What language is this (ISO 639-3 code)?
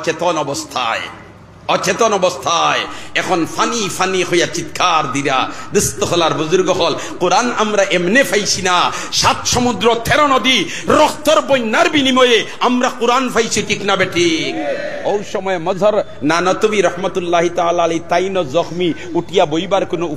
syl